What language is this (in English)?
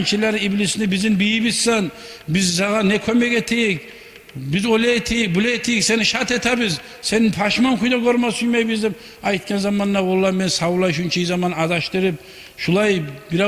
Kumyk